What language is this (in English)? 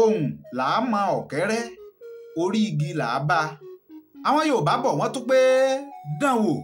Yoruba